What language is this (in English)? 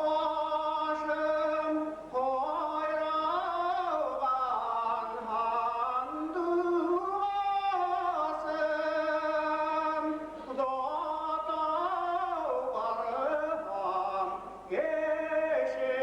Bashkir